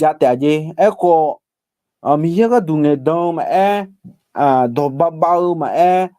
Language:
Akha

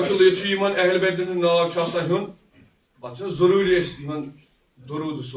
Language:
Kashmiri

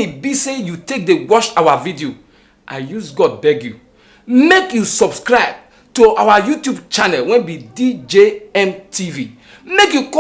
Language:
Nigerian Pidgin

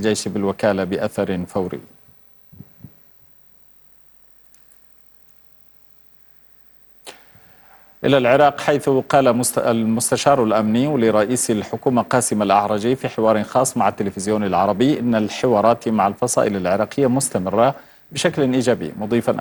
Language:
Arabic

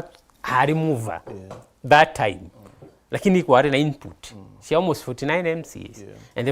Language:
Meru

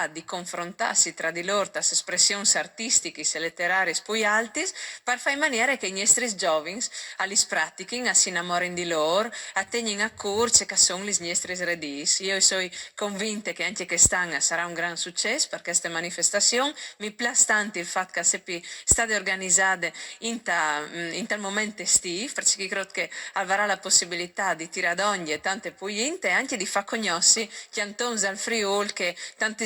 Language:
Friulian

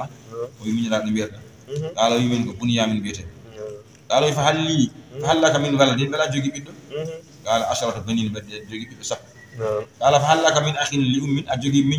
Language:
Fula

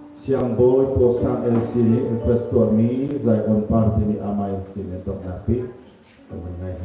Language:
Hakha Chin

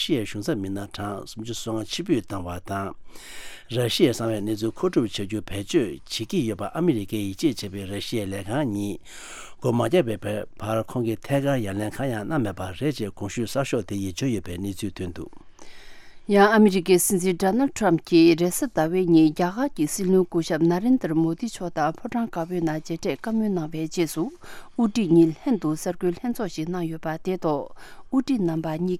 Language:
Tibetan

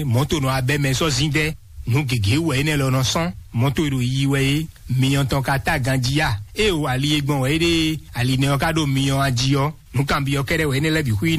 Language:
Fon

